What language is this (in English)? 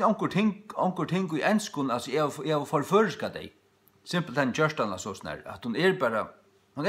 Faroese